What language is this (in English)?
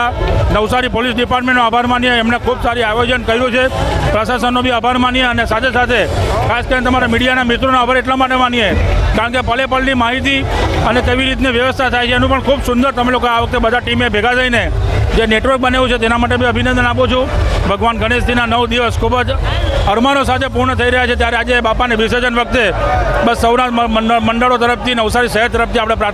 Gujarati